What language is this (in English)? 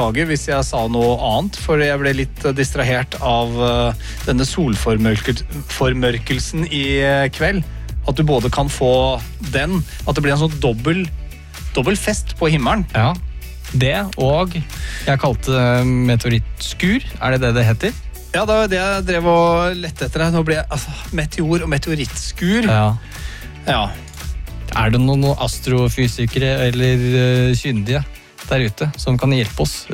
Norwegian